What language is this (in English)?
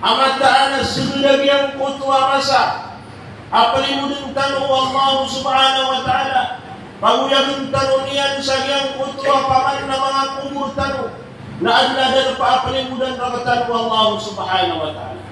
Maranao